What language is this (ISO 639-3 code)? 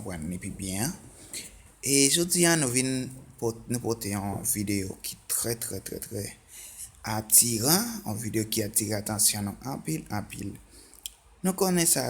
hat